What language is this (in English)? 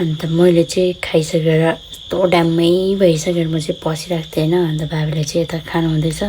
Nepali